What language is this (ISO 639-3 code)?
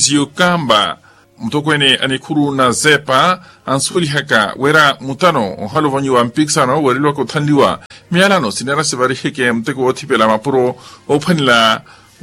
vmw